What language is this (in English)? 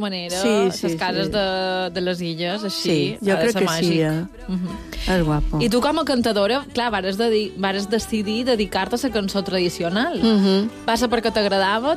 Catalan